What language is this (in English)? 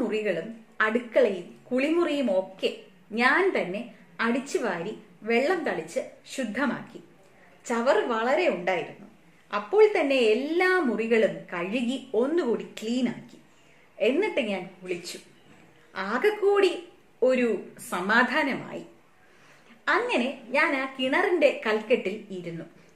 Malayalam